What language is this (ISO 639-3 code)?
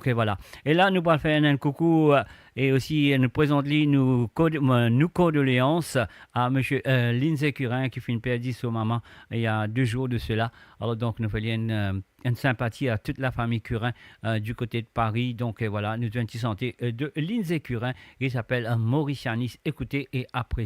mfe